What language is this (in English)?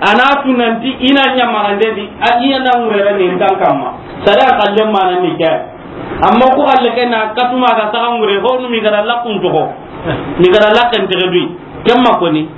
Soninke